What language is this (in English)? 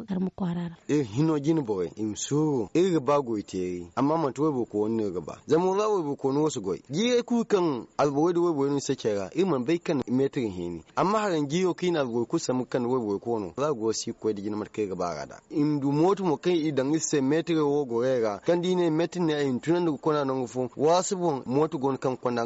Zarma